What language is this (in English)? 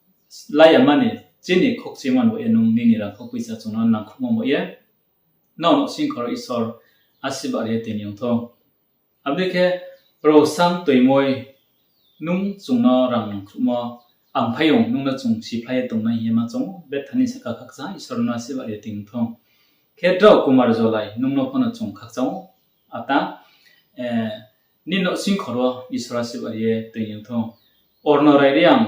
Riang (India)